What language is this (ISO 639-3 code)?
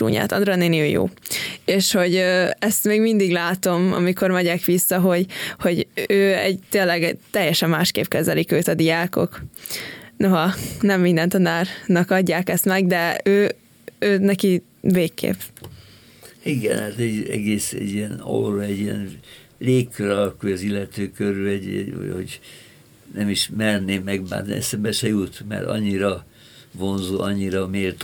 hun